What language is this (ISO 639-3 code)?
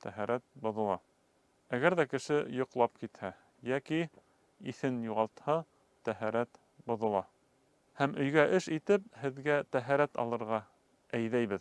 bak